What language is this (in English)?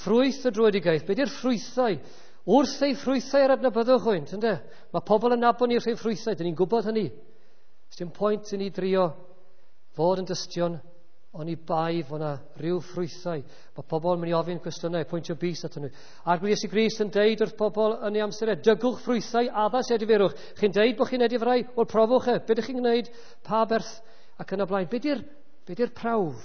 Welsh